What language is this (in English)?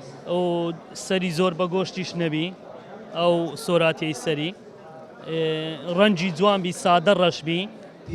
Central Kurdish